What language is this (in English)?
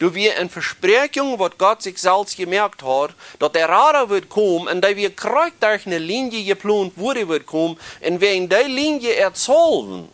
Plautdietsch